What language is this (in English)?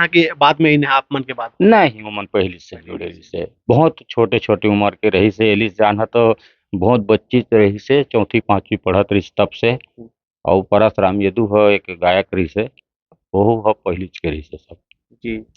Chhattisgarhi